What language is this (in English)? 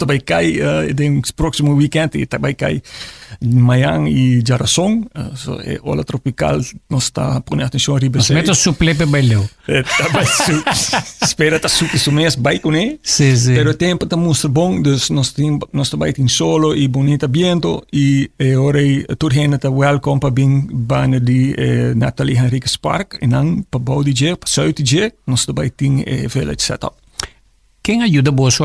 Papiamento